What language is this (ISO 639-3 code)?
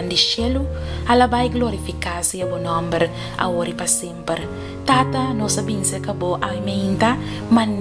pap